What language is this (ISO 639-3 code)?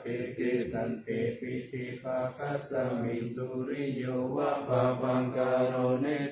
pli